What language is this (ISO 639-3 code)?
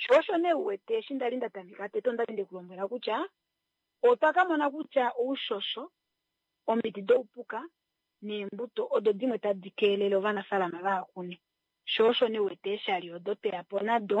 kua